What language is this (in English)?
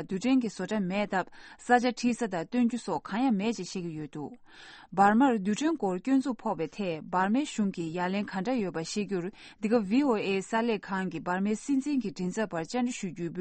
Tibetan